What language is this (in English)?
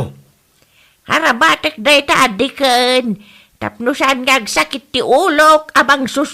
Iloko